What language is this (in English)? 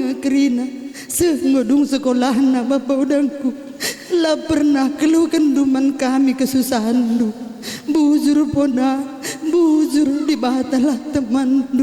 Batak Karo